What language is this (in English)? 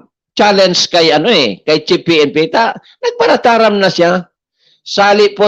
Bikol